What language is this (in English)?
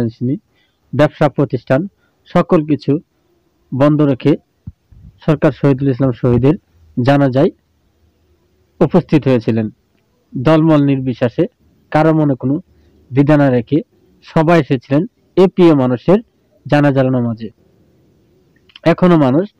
Bangla